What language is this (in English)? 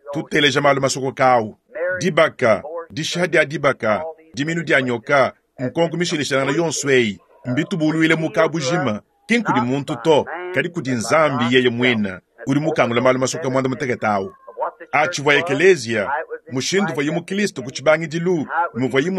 Luba-Lulua